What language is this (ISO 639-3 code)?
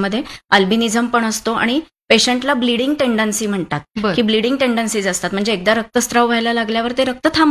mar